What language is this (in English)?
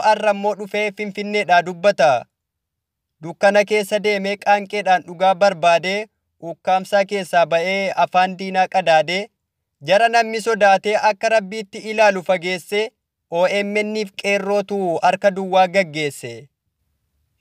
Oromo